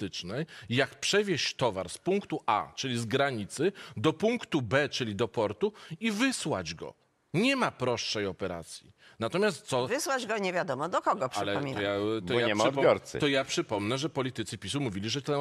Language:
Polish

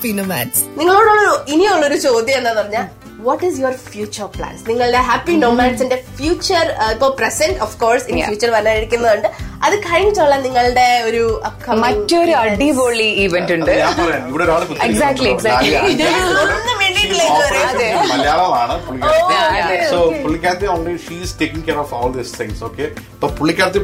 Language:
Malayalam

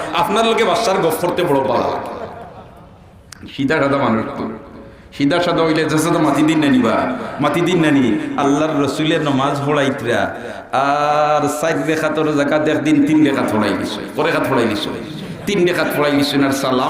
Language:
Sylheti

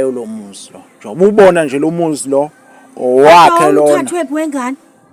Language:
Zulu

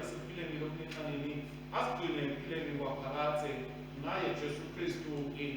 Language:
Swati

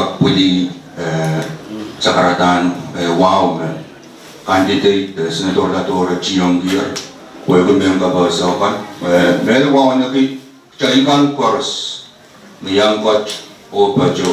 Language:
Pohnpeian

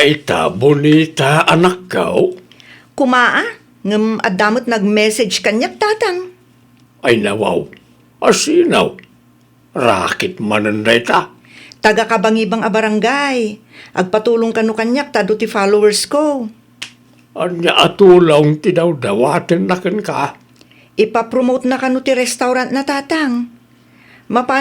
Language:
Iloko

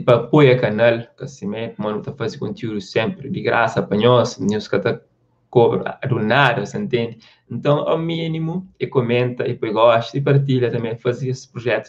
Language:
Kabuverdianu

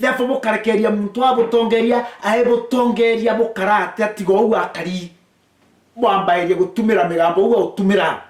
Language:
Meru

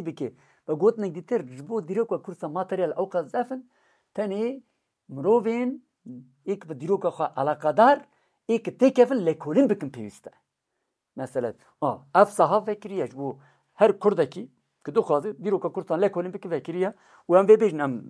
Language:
Kurdish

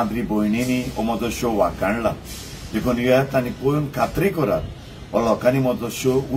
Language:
Konkani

